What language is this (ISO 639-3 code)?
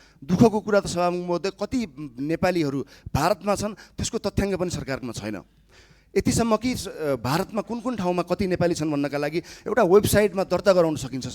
nep